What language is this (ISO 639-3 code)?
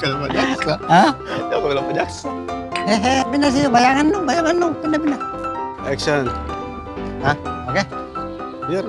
mfp